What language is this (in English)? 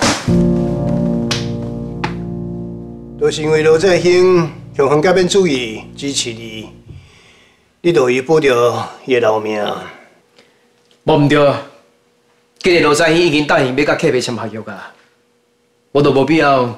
Min Nan Chinese